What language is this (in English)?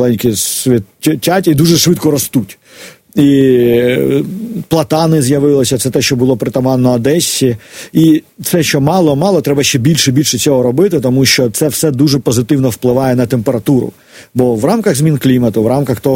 Ukrainian